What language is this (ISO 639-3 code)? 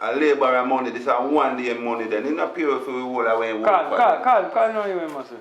jam